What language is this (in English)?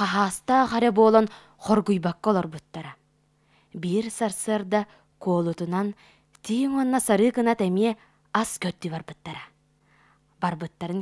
Yakut